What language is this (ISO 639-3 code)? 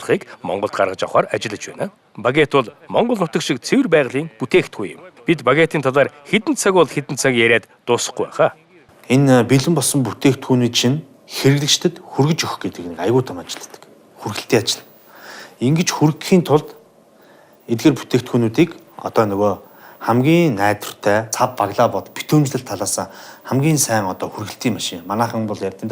mon